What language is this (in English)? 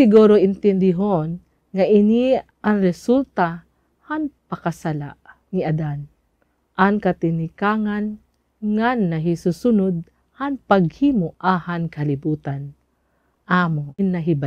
Waray